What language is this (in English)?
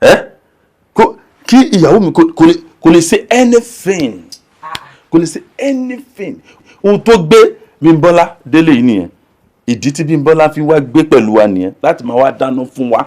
Yoruba